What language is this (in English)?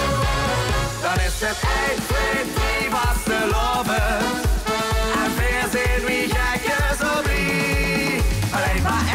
Limburgish